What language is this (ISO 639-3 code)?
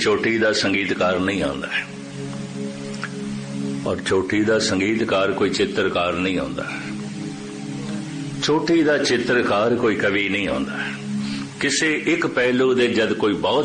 pan